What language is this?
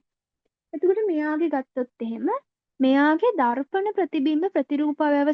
Sinhala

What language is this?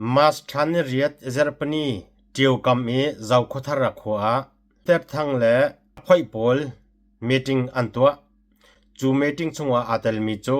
Hakha Chin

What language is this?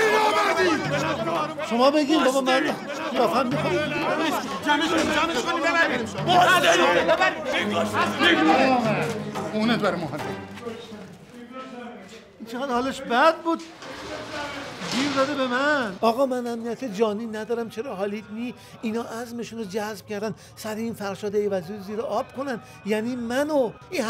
Persian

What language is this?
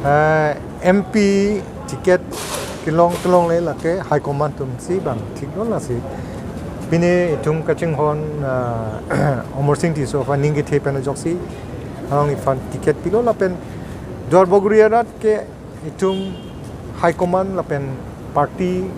Karbi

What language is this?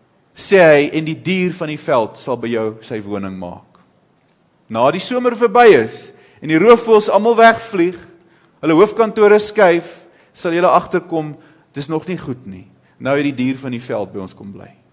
Afrikaans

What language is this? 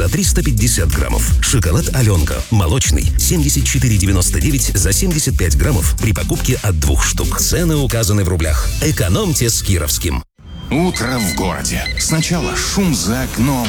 Russian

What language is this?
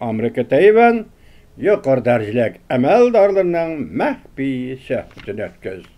Uyghur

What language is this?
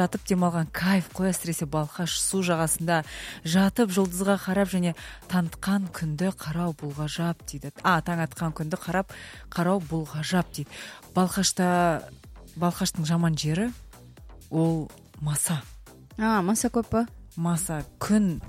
Kazakh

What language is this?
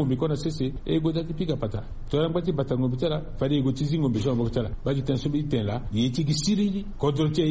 Sango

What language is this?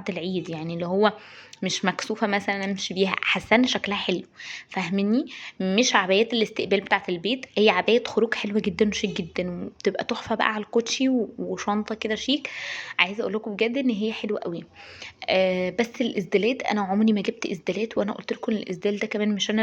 Egyptian Arabic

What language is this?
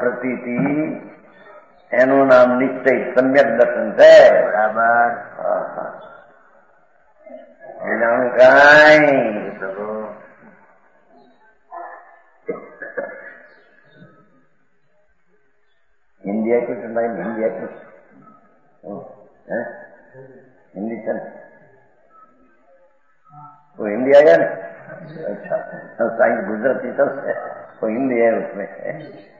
Gujarati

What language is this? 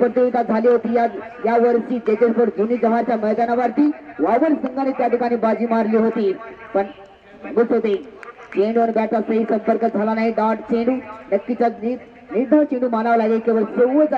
Marathi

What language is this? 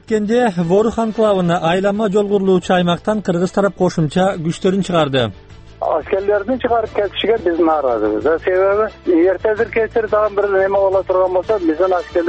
Kyrgyz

